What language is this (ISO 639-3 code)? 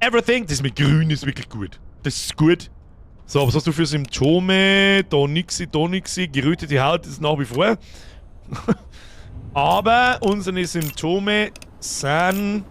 bar